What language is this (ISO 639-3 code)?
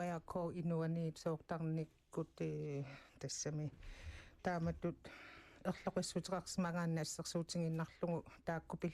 kal